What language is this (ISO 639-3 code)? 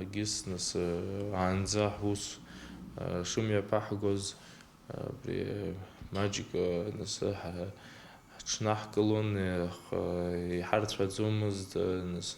abk